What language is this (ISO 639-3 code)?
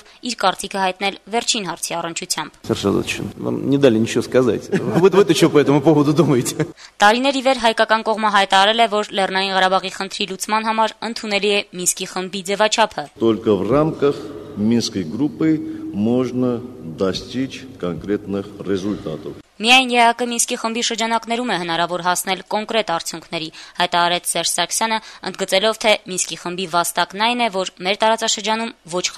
hye